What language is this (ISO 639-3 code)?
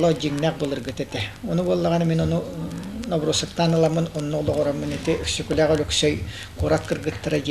sah